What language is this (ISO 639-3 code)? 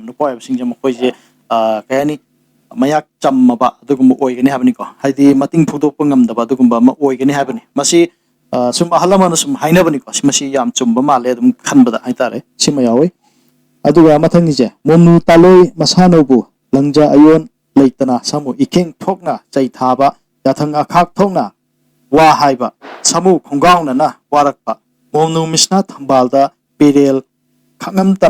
mni